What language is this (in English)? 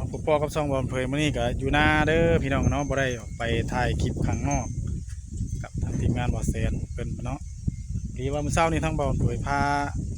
Northeastern Thai